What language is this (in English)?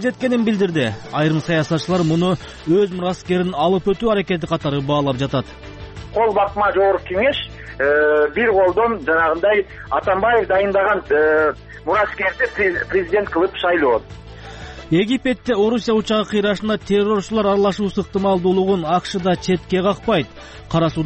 Kyrgyz